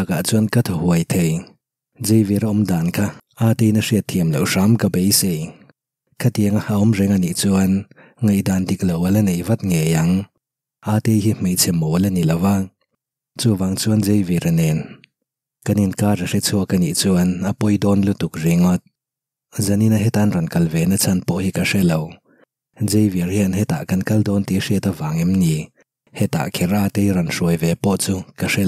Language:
Mizo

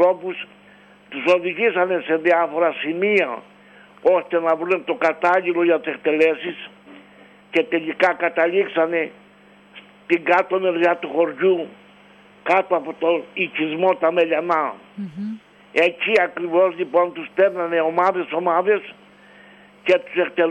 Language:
Greek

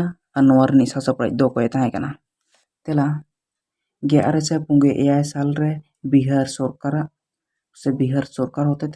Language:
Santali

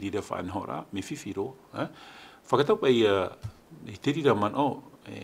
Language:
Tahitian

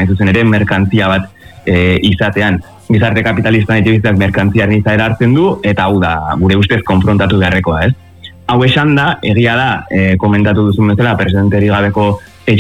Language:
Basque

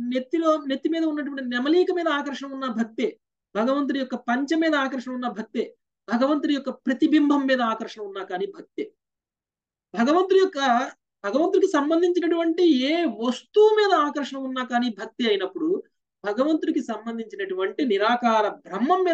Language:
Telugu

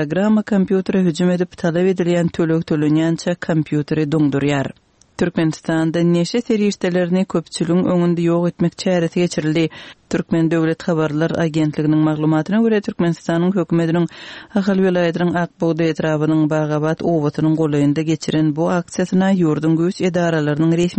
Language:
Turkmen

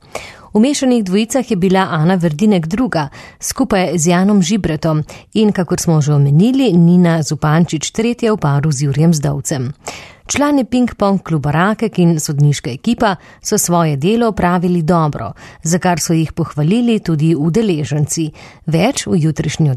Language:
Slovenian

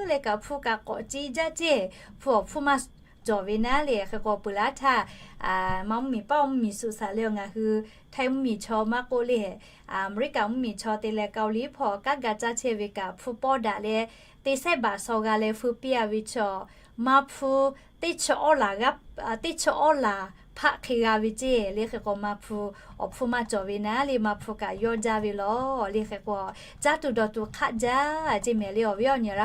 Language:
Lahu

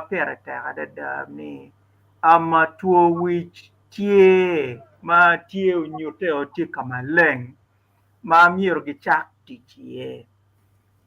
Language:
Acoli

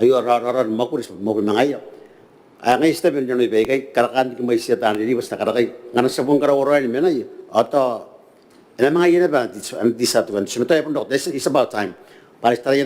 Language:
Gilbertese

